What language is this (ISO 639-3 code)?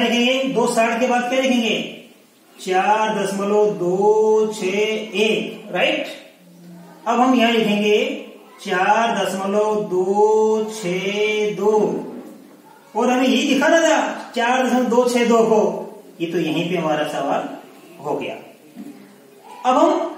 hin